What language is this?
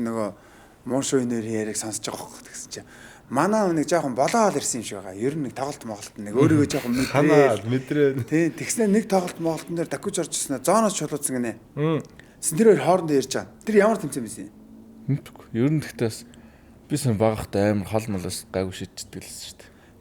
Mongolian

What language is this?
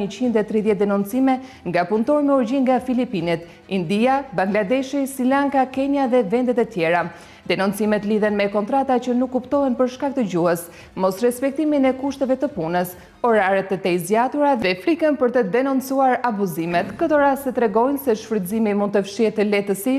Albanian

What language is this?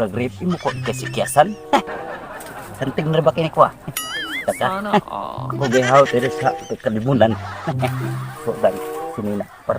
Cebuano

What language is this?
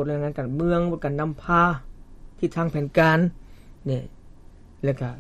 Lao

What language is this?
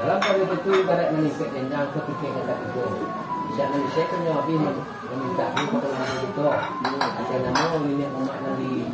Minangkabau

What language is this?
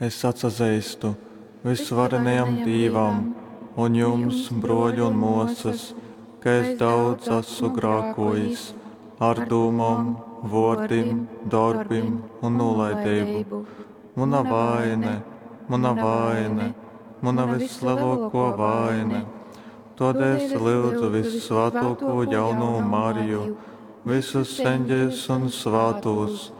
Latgalian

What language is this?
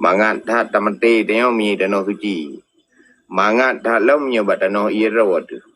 Achinese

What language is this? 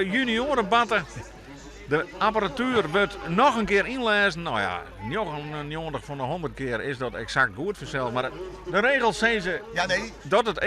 Western Frisian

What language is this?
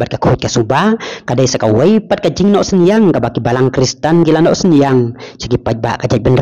Khasi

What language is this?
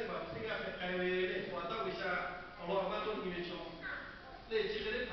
Lahu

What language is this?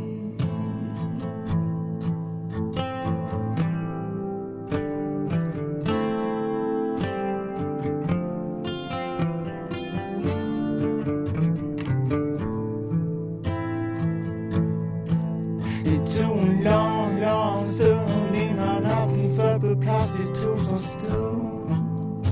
Swedish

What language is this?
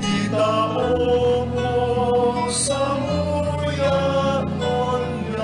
Bikol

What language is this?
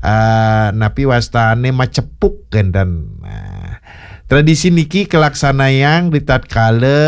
Balinese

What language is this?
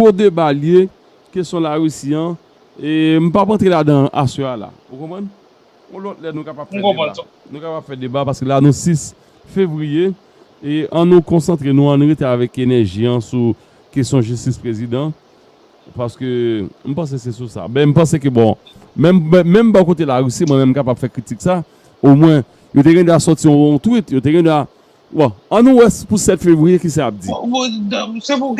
Haitian Creole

